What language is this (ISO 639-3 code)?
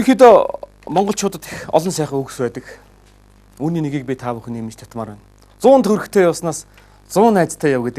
mon